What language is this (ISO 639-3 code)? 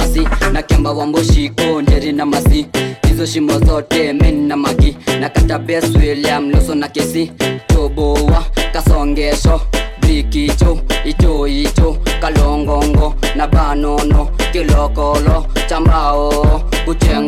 swa